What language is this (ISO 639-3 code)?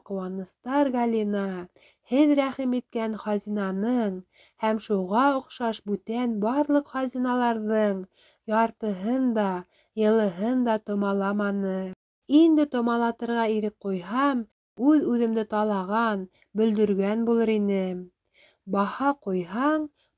bak